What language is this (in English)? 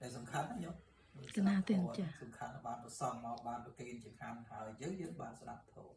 Khmer